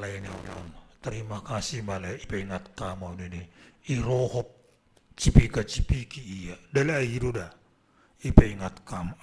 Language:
Batak Simalungun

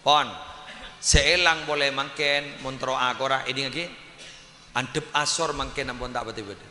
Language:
Madurese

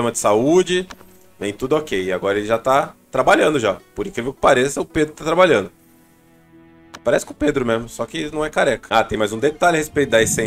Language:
Portuguese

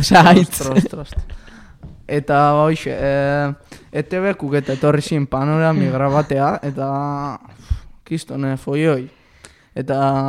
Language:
Basque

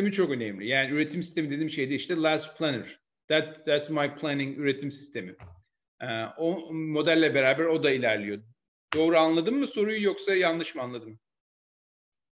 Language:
Turkish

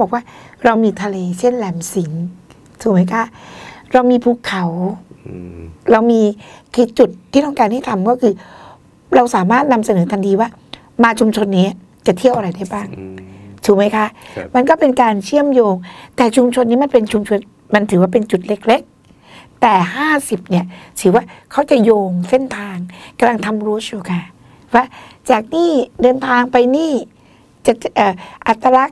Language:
Thai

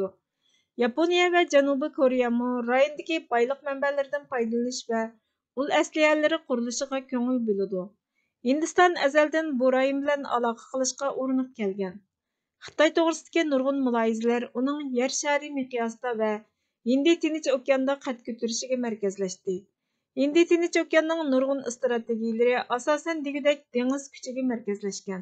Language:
Uyghur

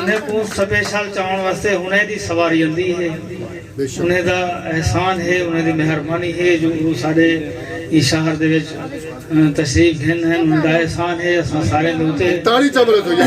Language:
Saraiki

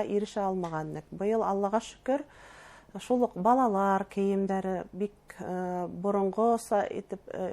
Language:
Bashkir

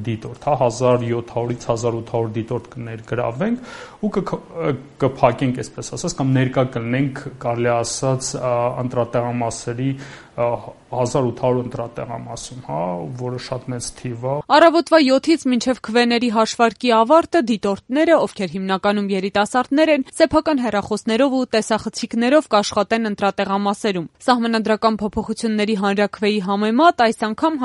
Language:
Armenian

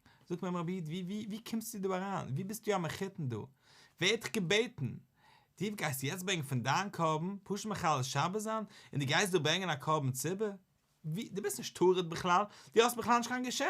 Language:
Yiddish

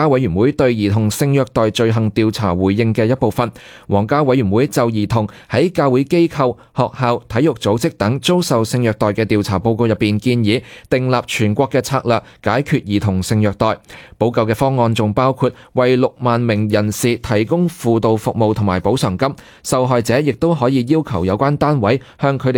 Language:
Cantonese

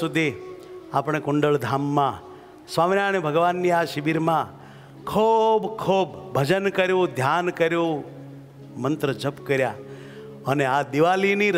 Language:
Gujarati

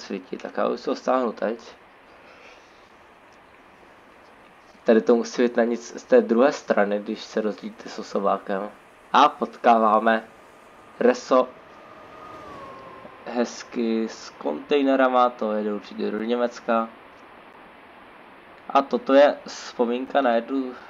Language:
Czech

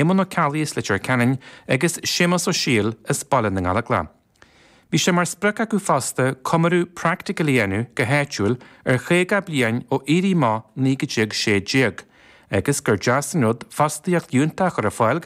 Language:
Irish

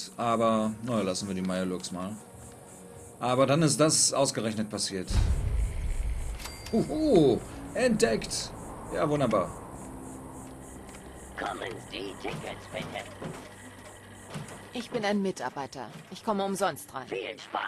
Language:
German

